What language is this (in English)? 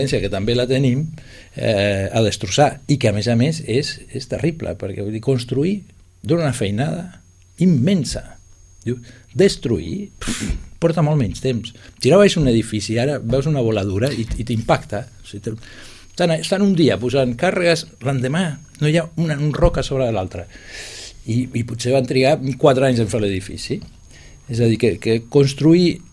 Catalan